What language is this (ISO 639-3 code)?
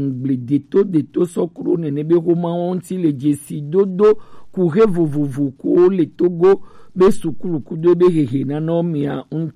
gej